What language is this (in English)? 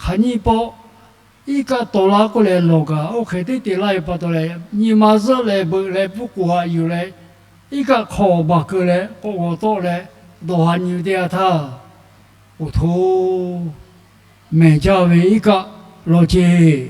Lahu